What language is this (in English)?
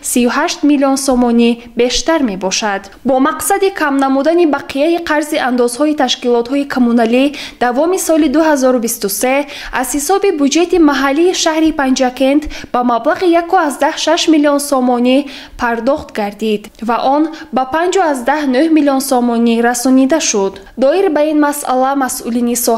Tajik